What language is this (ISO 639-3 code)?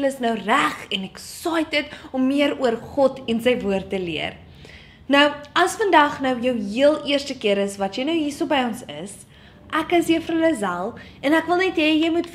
afr